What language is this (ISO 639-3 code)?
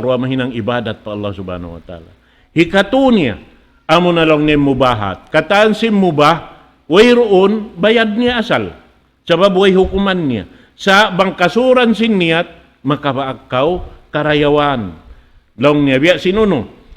tsg